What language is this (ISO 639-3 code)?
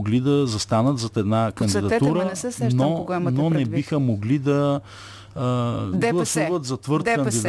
bul